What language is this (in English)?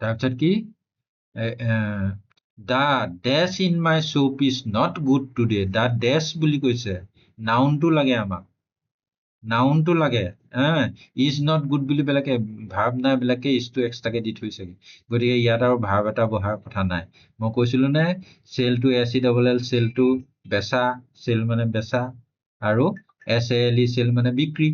Assamese